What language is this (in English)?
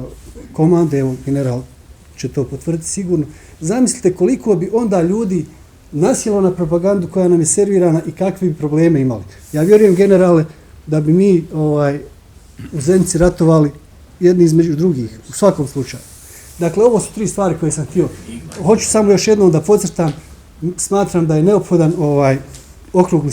Bosnian